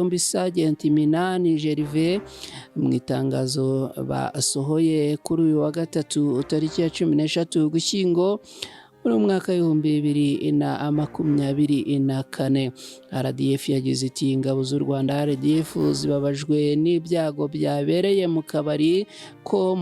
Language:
Kinyarwanda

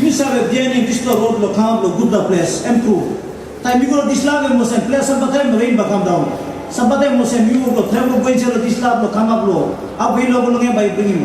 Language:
Tok Pisin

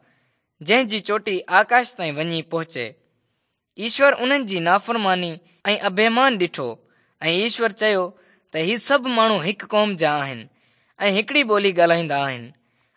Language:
Sindhi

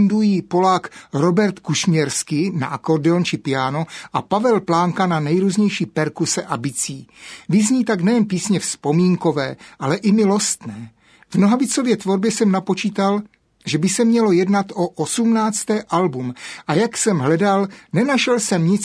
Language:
Czech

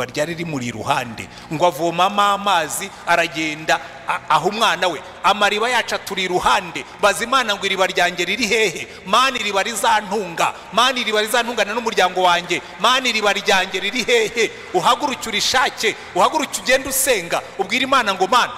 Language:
Kinyarwanda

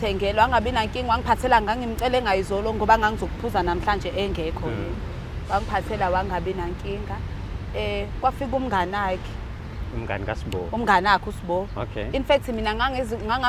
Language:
Zulu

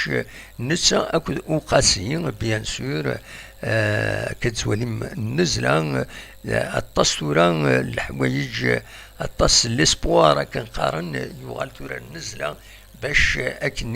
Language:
Kabyle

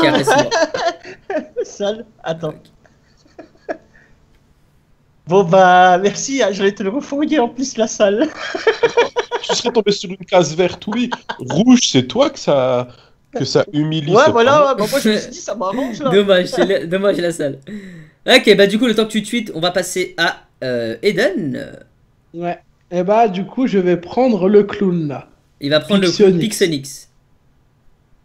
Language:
French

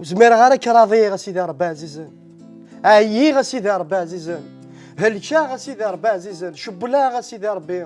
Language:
Kabyle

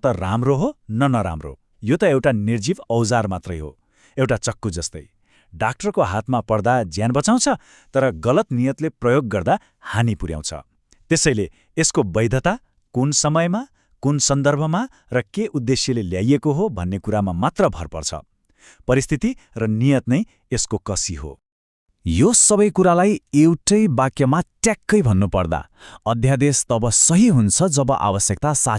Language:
Nepali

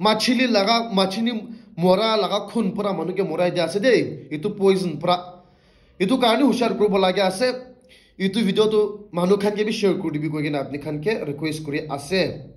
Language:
Naga Pidgin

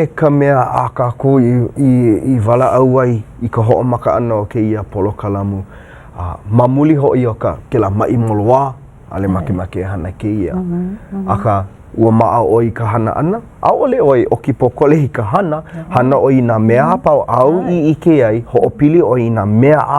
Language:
Hawaiian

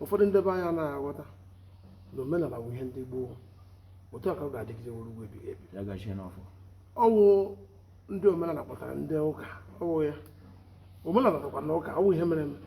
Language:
Igbo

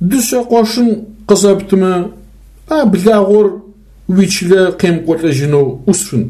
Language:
Adyghe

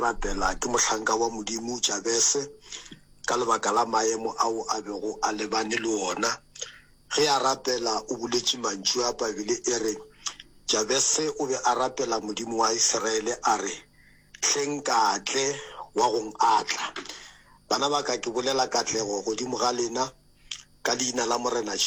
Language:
Northern Sotho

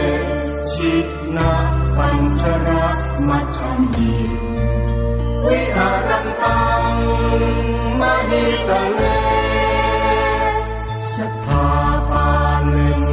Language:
Pali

